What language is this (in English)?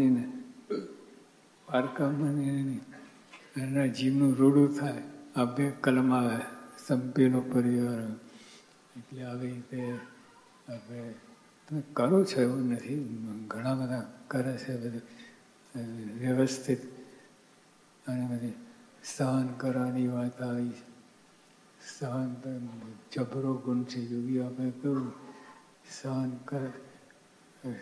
Gujarati